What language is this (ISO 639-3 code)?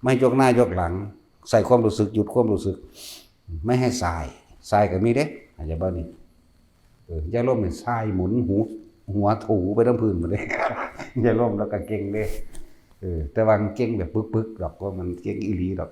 tts